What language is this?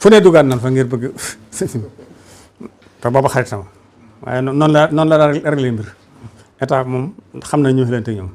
Wolof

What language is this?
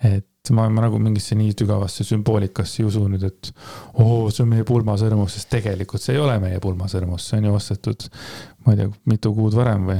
Estonian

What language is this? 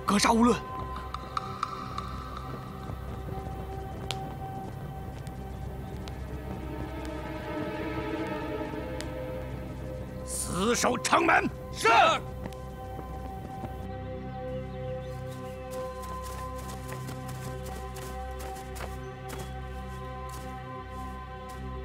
Chinese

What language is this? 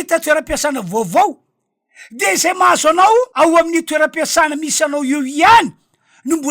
Malagasy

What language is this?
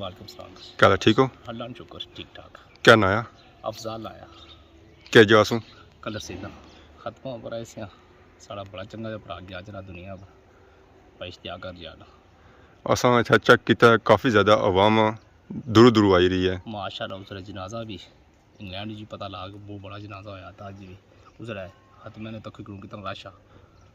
Pahari-Potwari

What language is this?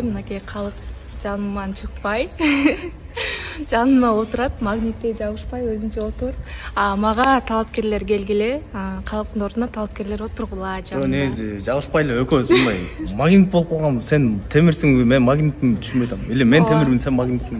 Kyrgyz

